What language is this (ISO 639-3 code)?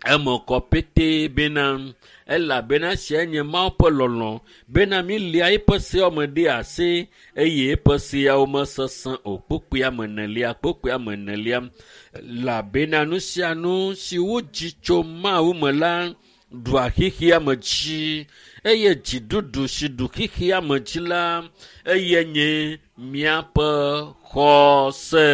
ewe